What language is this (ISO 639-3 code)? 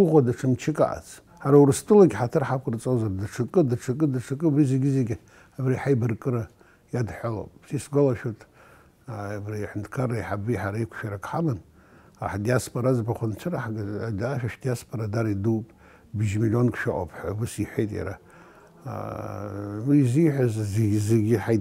abk